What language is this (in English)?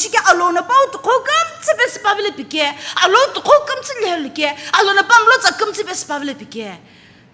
Sumi Naga